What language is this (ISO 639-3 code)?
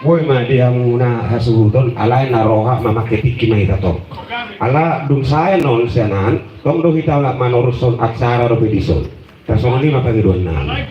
bbc